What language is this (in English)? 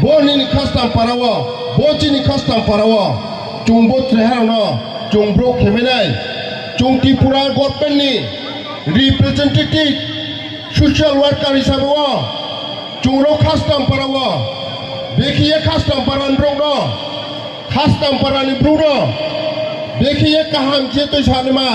Riang (India)